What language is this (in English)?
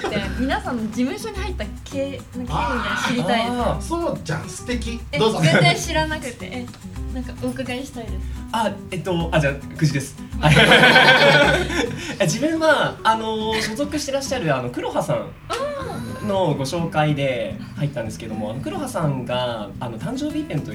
Japanese